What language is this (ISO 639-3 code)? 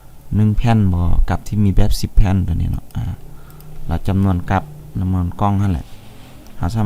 lao